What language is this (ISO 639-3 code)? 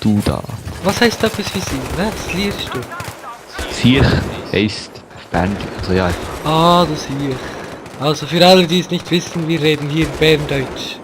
gsw